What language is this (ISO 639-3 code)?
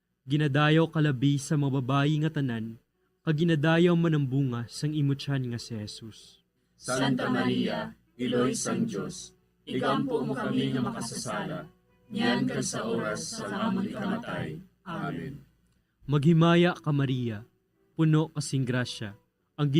hil